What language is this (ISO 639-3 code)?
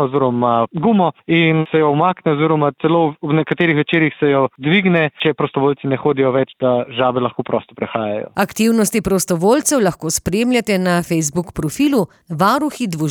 slv